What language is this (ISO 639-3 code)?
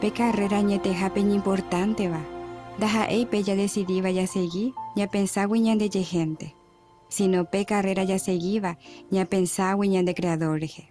grn